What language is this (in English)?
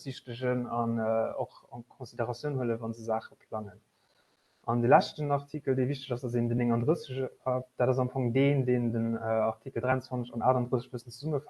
Luxembourgish